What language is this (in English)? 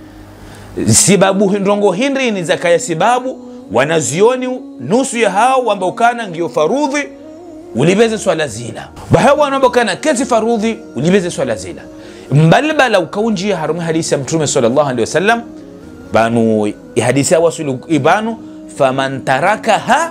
Ngazidja Comorian